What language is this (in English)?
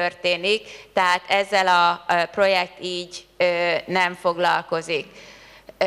Hungarian